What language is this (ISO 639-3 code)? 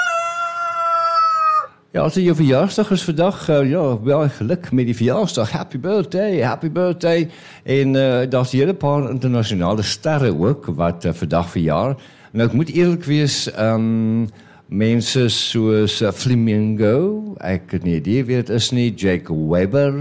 afr